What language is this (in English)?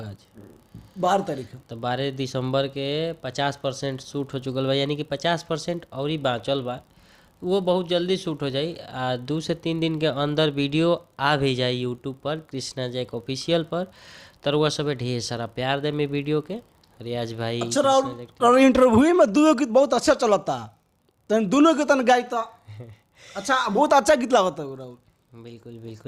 Bhojpuri